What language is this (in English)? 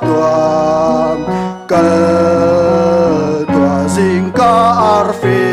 Hakha Chin